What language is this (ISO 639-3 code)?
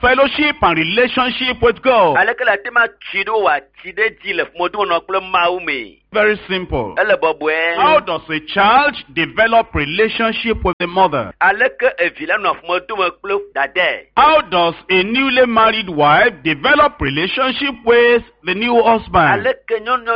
ewe